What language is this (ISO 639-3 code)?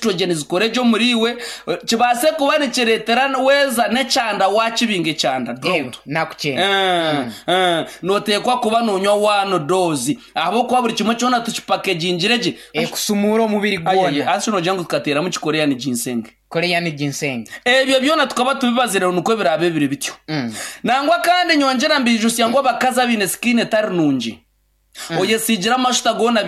nyn